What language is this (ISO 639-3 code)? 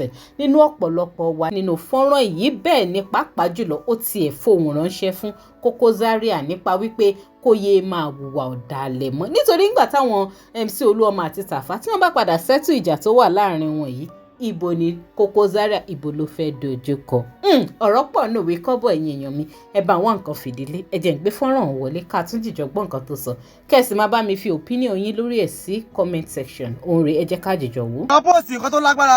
yor